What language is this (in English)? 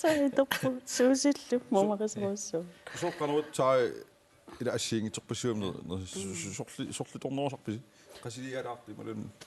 Kalaallisut